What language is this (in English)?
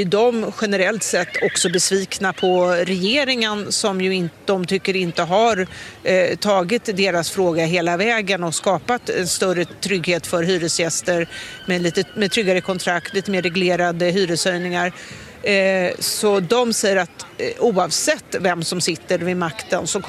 Swedish